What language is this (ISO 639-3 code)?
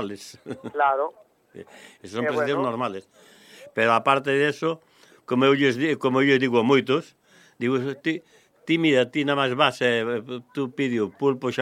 glg